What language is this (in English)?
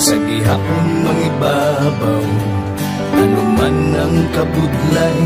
Hiligaynon